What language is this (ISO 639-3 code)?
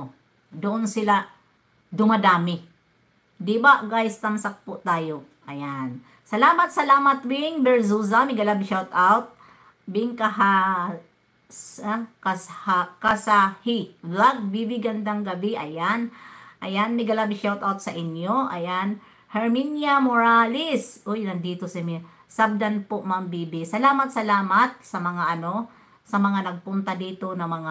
fil